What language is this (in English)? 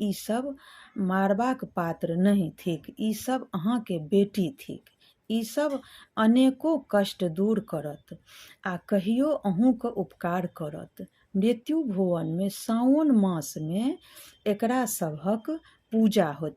Maithili